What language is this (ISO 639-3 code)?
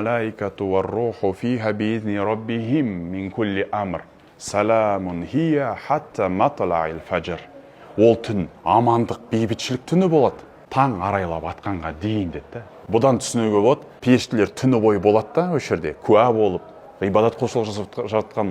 kaz